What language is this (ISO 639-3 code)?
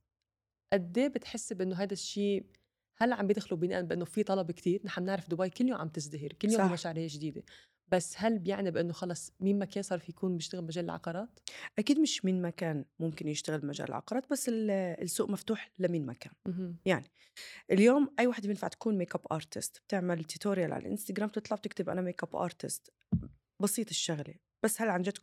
apc